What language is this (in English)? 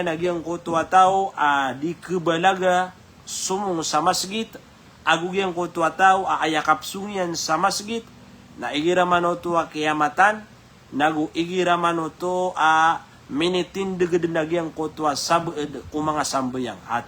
Maranao